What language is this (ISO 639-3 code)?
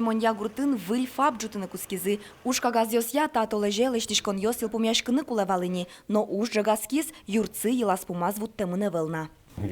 udm